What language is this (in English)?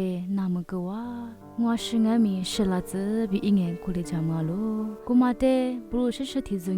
Lisu